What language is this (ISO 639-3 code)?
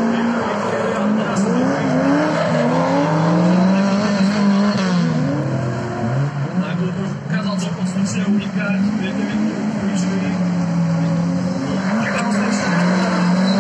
slk